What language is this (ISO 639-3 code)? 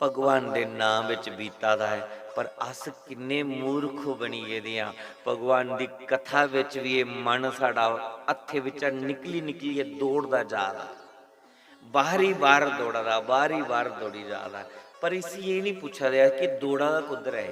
doi